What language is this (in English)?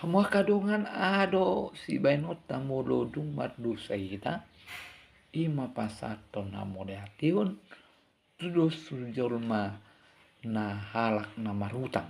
Batak Toba